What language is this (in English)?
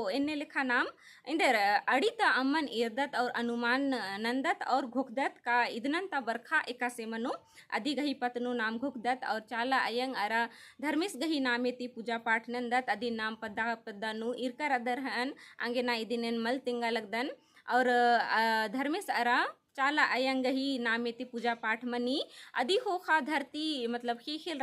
Kurukh